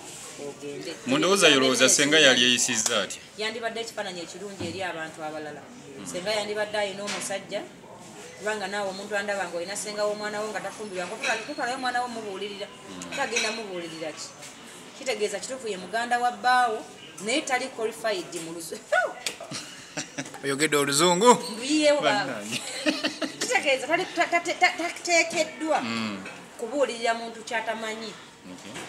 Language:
Ganda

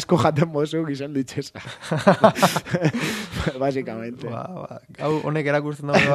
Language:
Basque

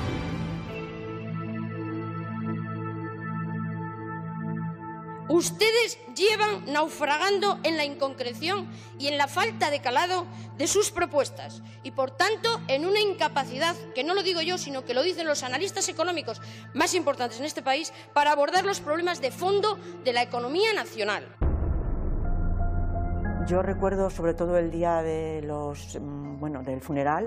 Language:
Spanish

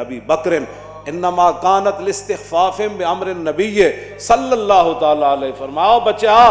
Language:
Western Panjabi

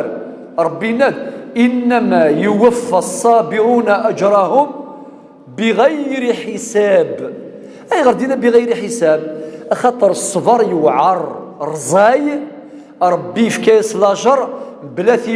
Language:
Kabyle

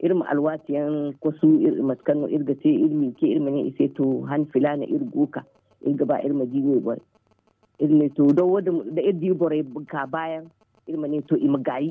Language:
Zarma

